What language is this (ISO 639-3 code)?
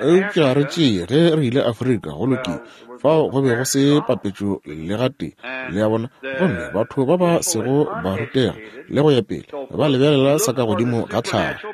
nso